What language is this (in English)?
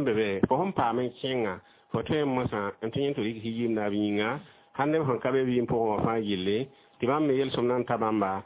Mossi